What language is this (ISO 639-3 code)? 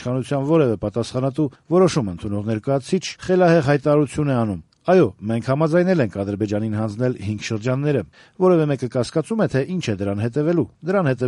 hye